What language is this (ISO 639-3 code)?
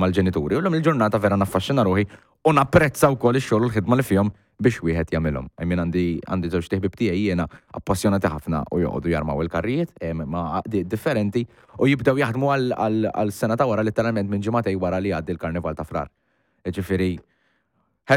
mlt